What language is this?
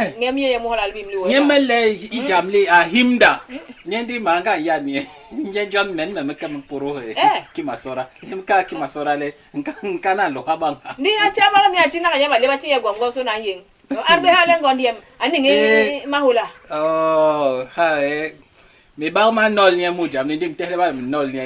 Basaa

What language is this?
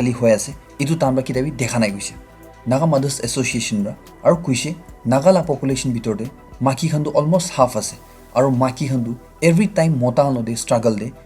Naga Pidgin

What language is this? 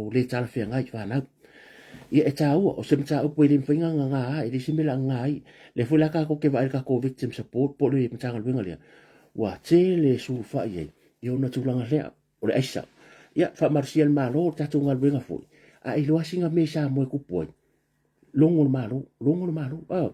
Samoan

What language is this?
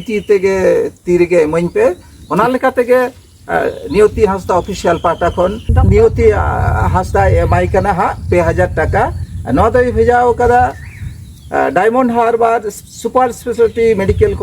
Santali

